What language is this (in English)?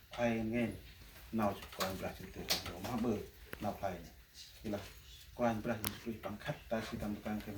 Central Mnong